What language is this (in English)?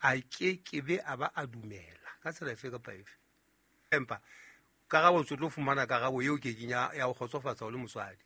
Southern Sotho